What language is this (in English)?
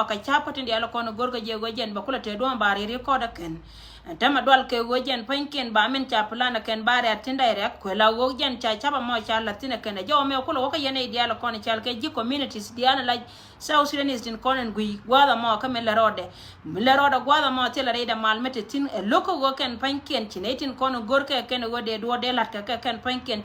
Nuer